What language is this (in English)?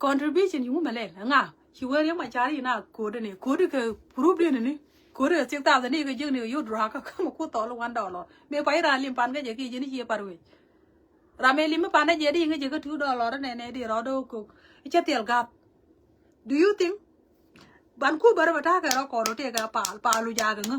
Nuer